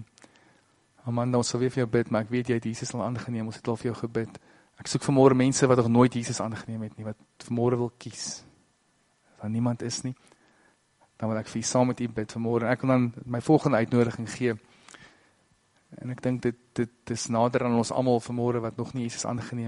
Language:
Afrikaans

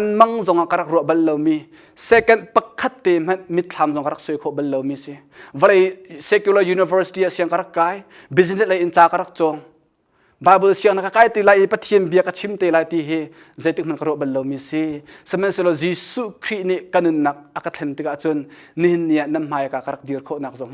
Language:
Hakha Chin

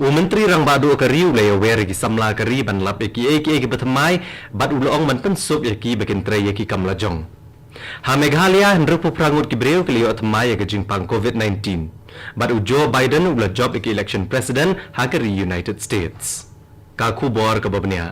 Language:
Khasi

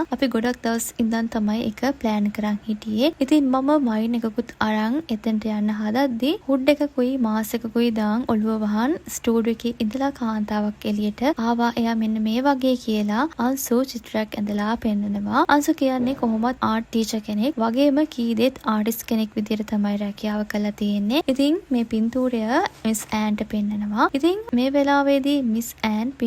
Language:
Sinhala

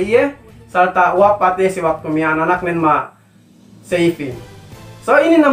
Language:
Yakan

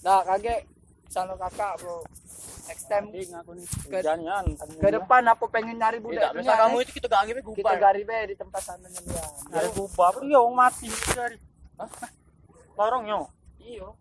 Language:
Musi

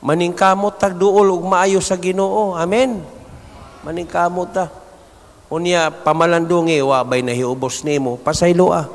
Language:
Cebuano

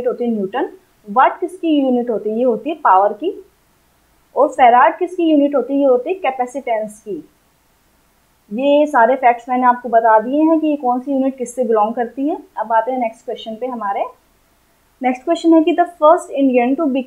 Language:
Hindi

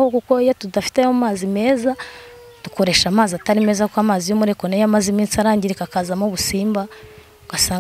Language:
Kinyarwanda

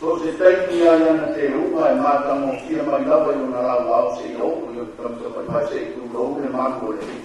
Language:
Samoan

